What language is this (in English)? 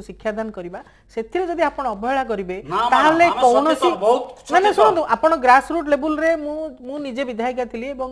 Odia